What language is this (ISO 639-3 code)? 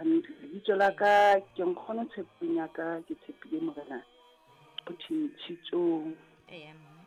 sot